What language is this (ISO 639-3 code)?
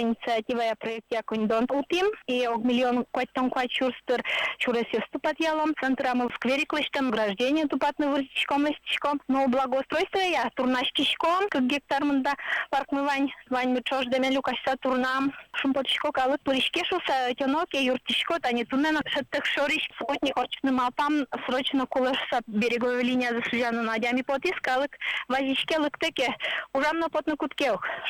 udm